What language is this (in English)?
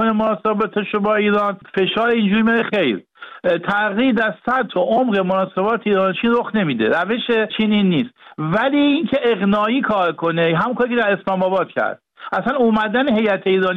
Persian